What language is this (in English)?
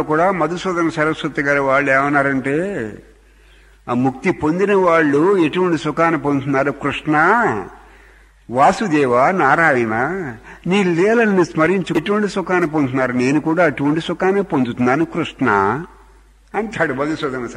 Telugu